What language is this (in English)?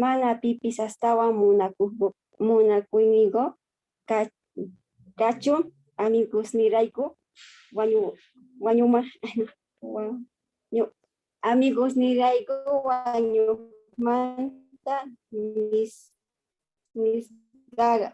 South Bolivian Quechua